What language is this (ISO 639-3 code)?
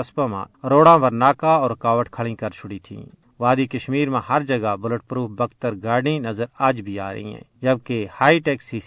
gju